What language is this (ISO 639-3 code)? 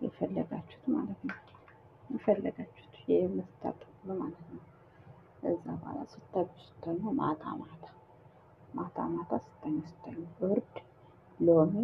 amh